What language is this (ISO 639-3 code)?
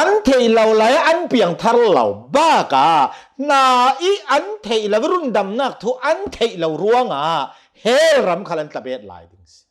cnh